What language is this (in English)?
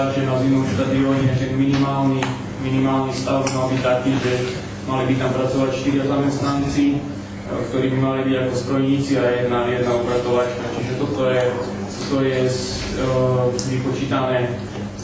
Slovak